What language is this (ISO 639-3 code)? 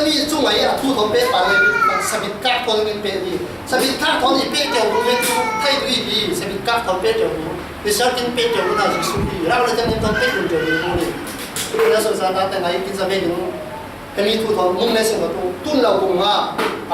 cfm